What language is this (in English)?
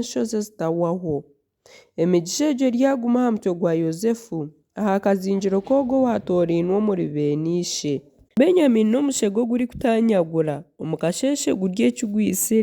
Nyankole